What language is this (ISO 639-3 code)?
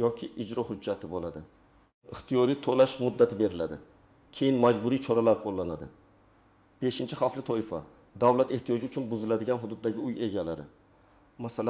uzb